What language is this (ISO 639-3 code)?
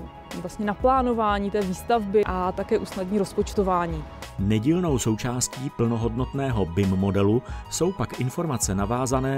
ces